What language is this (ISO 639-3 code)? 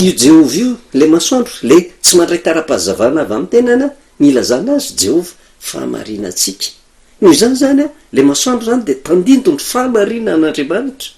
mlg